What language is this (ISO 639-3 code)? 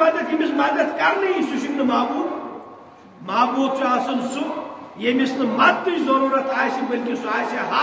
kas